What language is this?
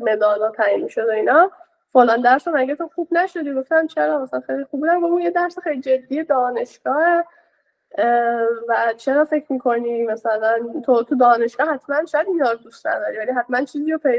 Persian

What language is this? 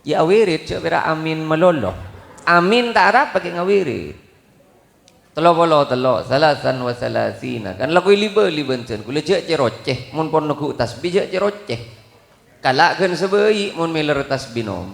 Madurese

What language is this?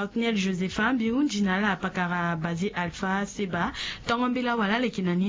Sango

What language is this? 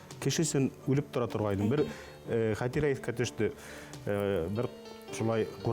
Bashkir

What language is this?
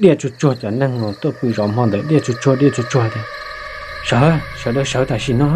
Hmong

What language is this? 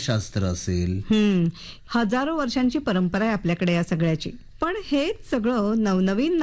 Marathi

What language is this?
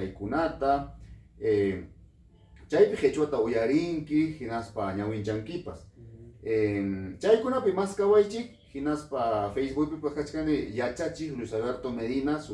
Ayacucho Quechua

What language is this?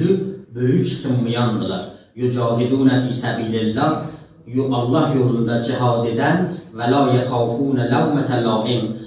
South Azerbaijani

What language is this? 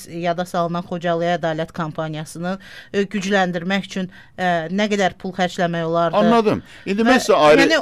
Azerbaijani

